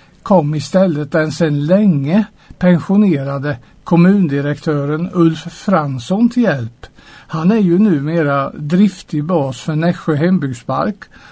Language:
Swedish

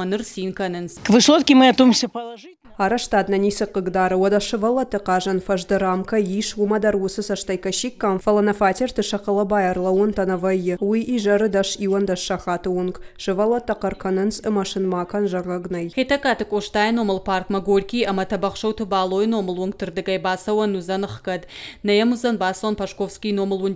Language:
Ossetic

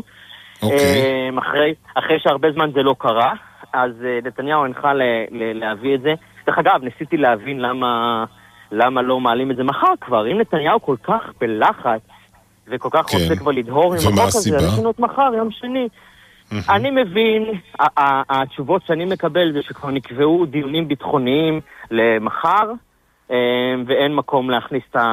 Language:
Hebrew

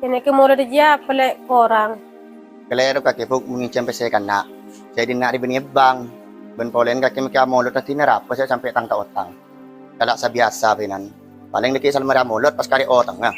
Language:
Madurese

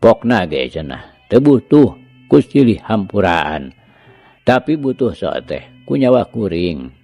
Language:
Sundanese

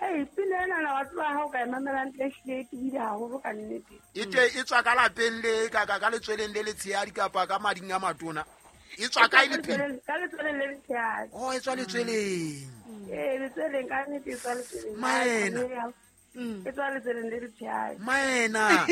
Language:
Southern Sotho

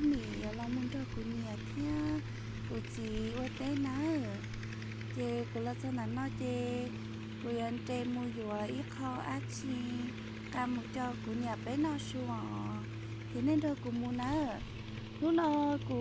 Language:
Hmong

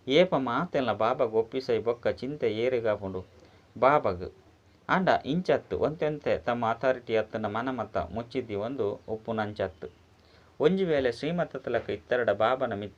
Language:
Tulu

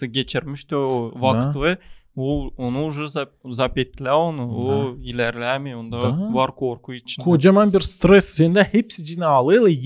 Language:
Gagauz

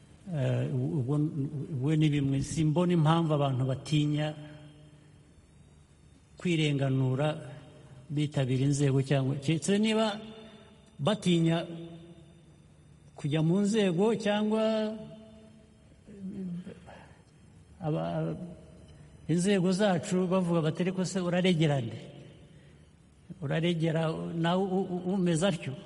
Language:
Kinyarwanda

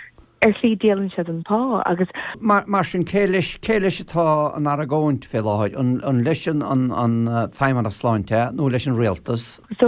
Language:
Irish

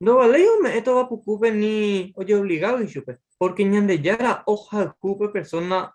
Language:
Guarani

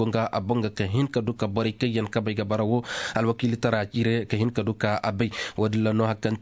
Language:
Koyraboro Senni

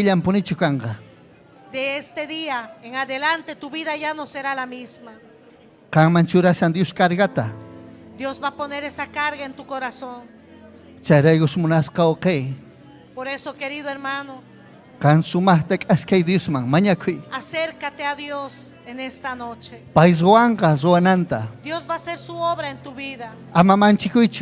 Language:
Ayacucho Quechua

